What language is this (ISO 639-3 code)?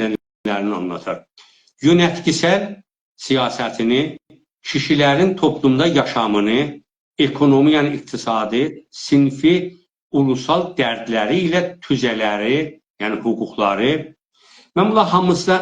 azb